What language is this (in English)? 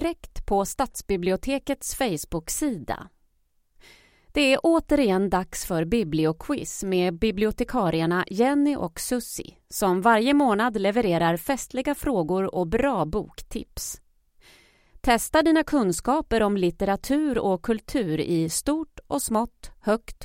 Swedish